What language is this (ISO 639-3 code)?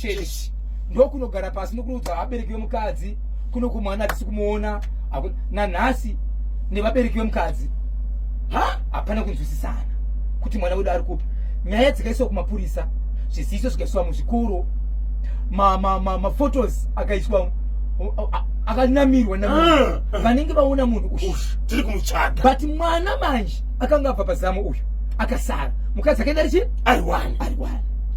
sna